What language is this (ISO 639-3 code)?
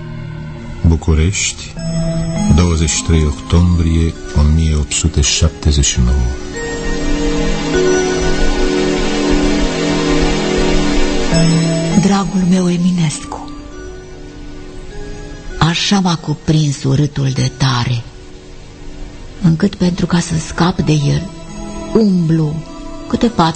ron